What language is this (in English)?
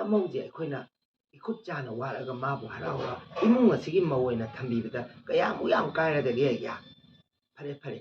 Manipuri